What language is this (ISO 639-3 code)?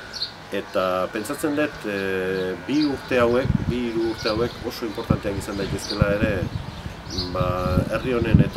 eus